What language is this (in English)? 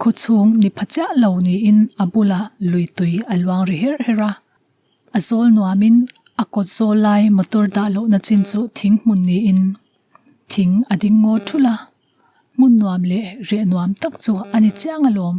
Mizo